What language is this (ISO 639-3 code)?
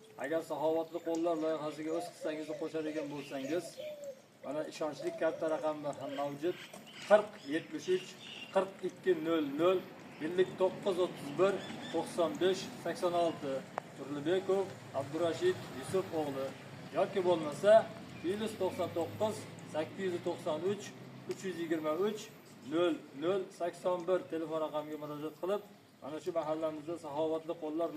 uzb